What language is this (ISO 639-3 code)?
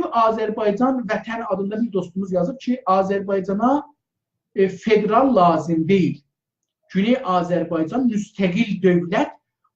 azb